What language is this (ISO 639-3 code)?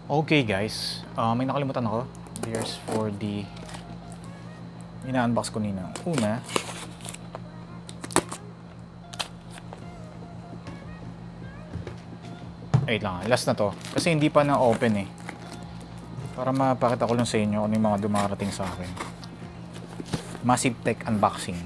fil